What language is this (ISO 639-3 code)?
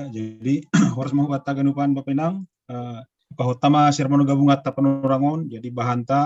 bts